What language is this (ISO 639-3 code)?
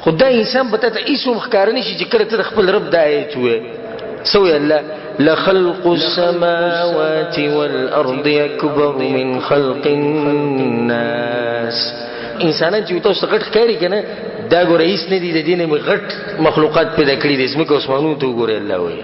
pus